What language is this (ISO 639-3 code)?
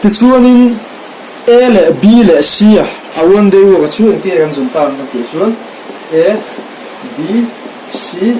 lus